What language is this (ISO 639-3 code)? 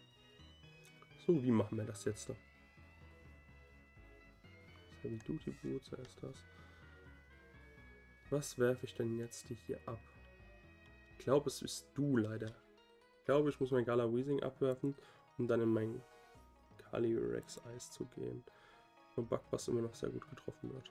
deu